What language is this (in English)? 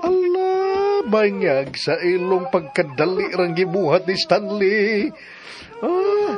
Cebuano